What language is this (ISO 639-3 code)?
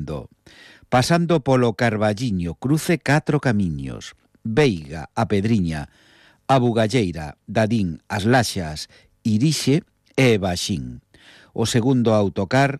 glg